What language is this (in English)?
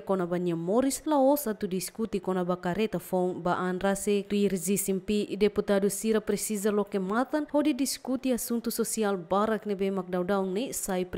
Tetum